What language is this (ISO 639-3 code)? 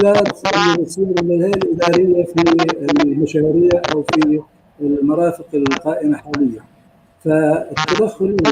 apc